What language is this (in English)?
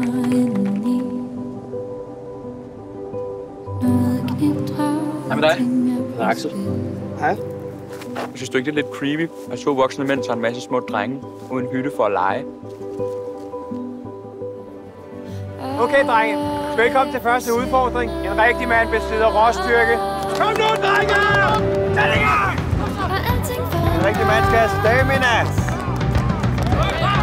Danish